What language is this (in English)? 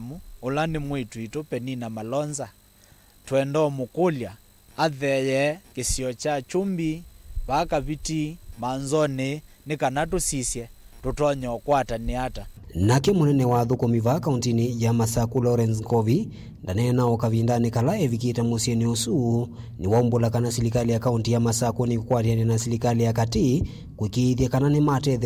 Kamba